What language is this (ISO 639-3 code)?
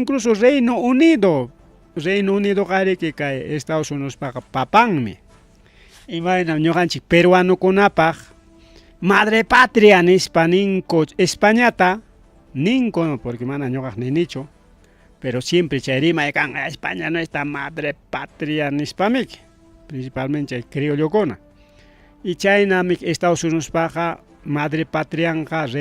quy